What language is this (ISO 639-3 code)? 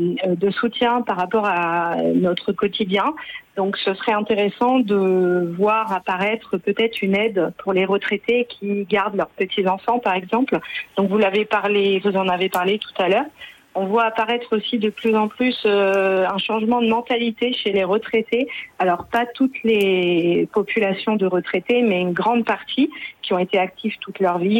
fra